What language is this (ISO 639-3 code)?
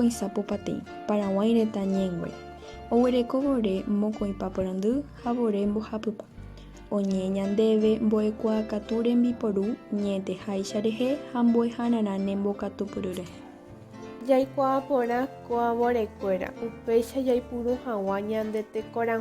grn